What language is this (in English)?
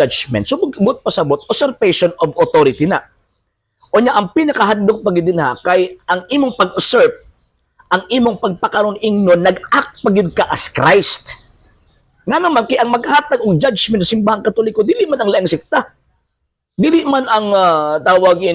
Cebuano